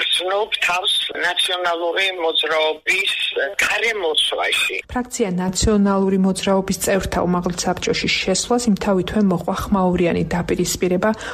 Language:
Georgian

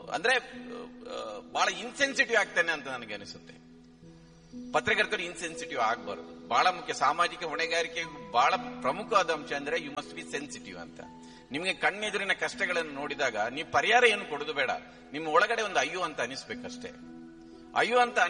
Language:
Kannada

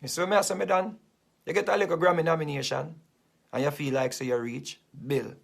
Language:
Jamaican Creole English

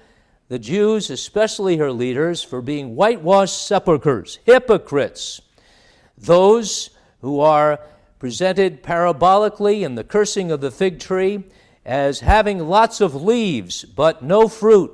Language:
English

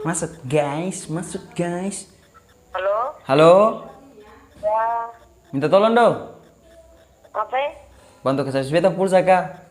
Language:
Ambonese Malay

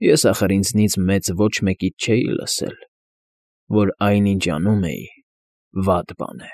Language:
Armenian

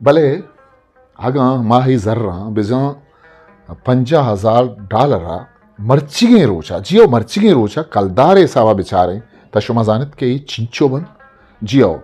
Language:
Eastern Balochi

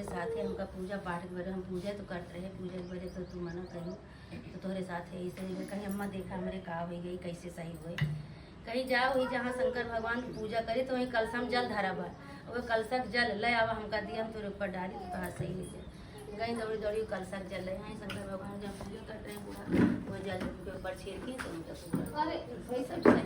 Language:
Awadhi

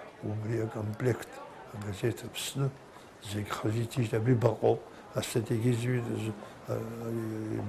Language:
Abkhazian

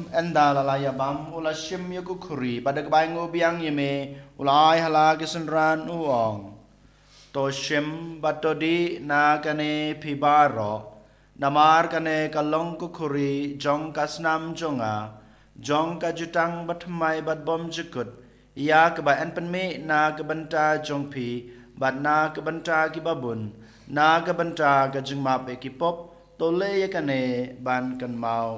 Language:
Khasi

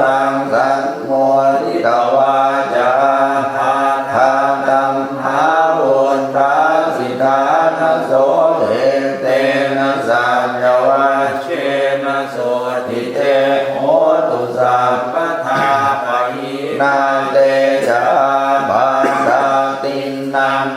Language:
Pali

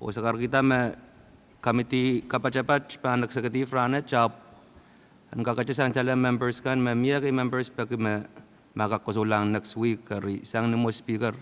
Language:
Pohnpeian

